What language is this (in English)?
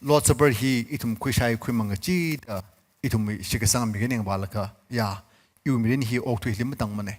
Tangkhul Naga (India)